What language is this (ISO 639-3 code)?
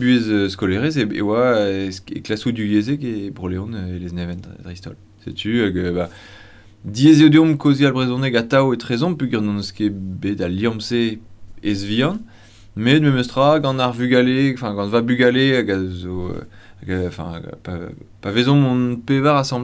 bre